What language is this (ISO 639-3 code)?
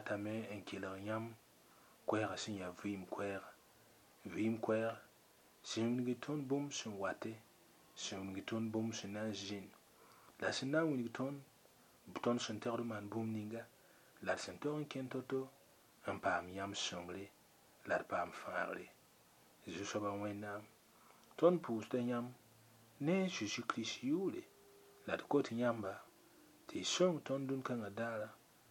mos